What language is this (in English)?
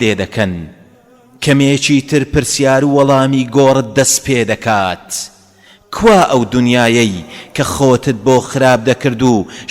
Central Kurdish